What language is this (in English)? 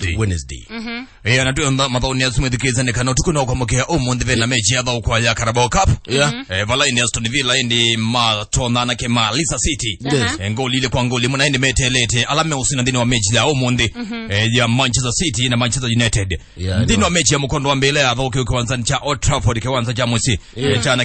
Kamba